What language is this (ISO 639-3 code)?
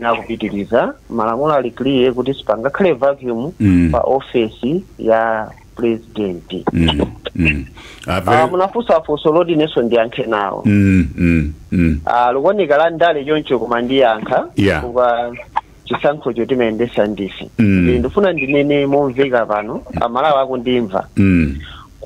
nya